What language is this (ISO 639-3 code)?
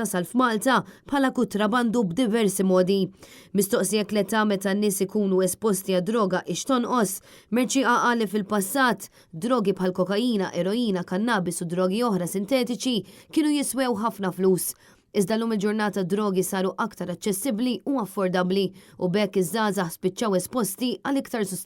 mlt